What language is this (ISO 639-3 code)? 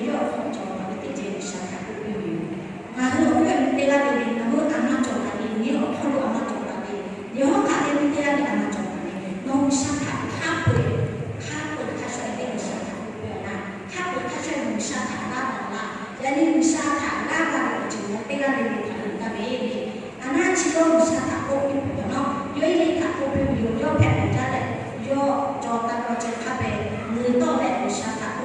lhu